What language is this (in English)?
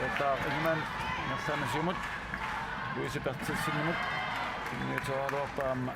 Kalaallisut